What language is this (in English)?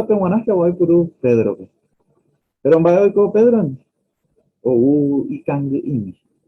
Guarani